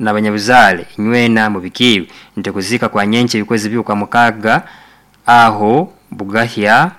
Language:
Nyoro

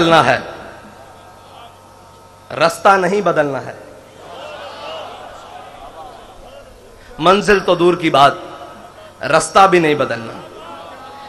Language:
Urdu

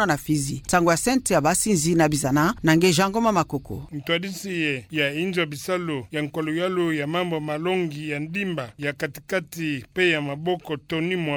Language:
Kituba (Democratic Republic of Congo)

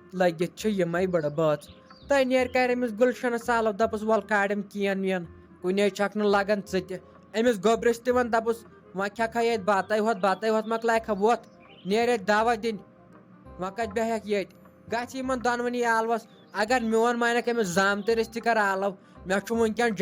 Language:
Kashmiri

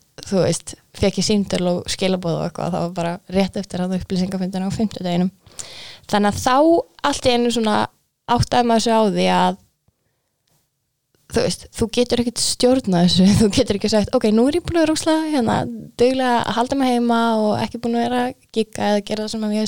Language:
Icelandic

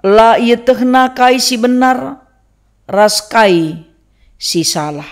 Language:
Batak Karo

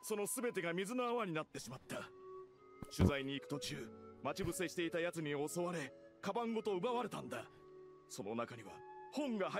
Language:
Japanese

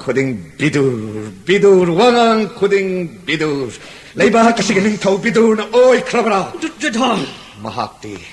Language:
Manipuri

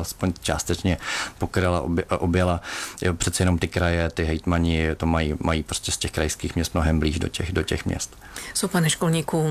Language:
Czech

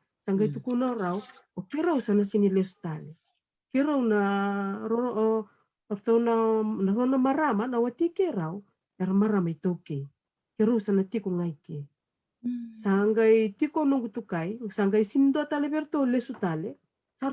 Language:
Fijian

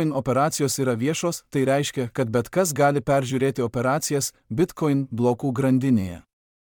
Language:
Lithuanian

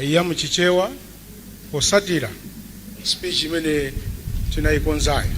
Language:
Nyanja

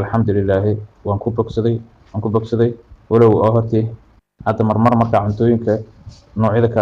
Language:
Somali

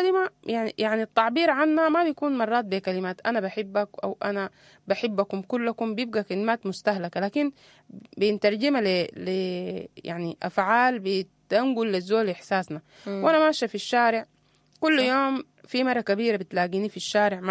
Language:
Sudanese Arabic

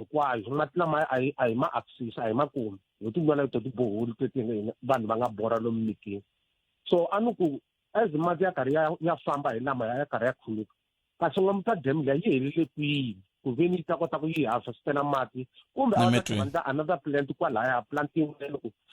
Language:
Tsonga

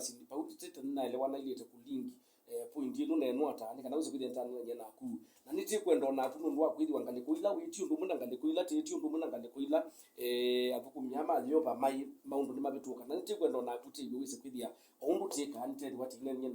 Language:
Kamba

